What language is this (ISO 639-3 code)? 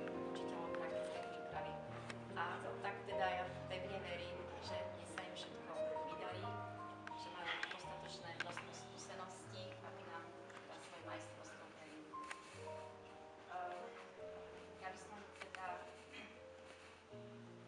slk